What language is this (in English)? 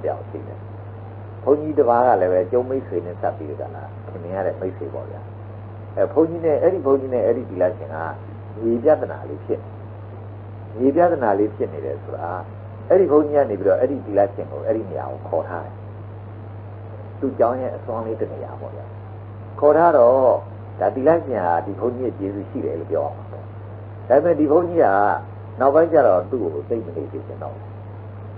Burmese